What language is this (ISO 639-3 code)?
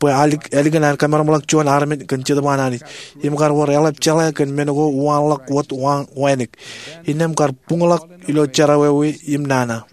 mah